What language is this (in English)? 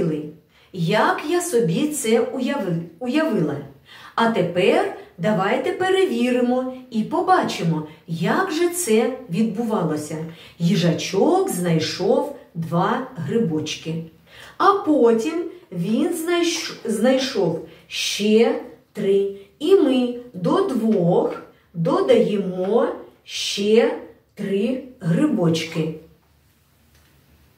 Ukrainian